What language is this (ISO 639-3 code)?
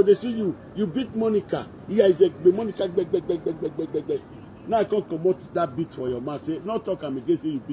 pcm